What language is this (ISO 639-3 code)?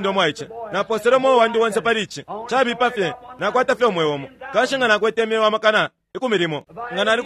bem